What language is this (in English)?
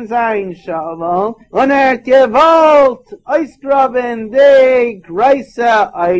Yiddish